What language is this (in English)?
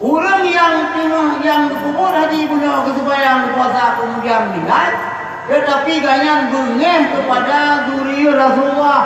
Achinese